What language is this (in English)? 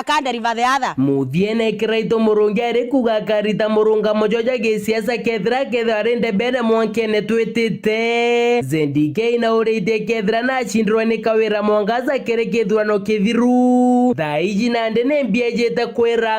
Meru